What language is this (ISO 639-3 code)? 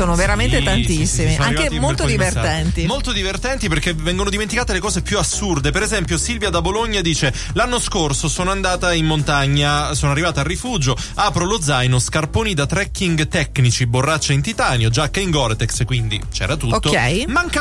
ita